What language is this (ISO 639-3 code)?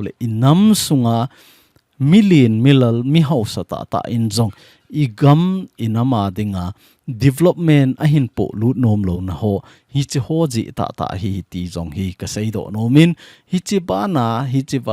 tcz